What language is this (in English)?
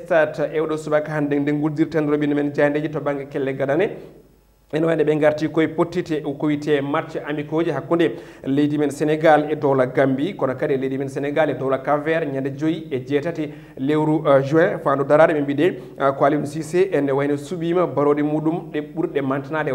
Fula